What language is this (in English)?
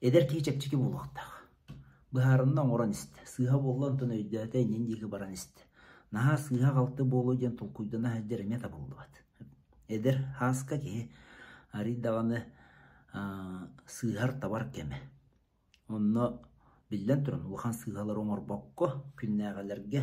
Yakut